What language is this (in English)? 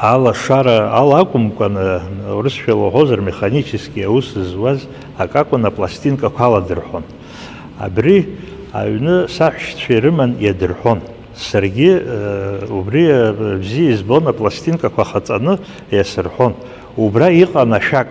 Abkhazian